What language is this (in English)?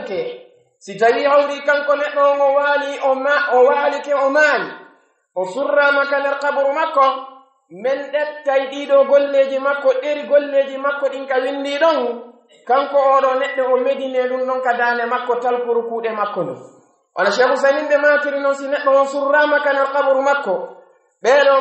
Pular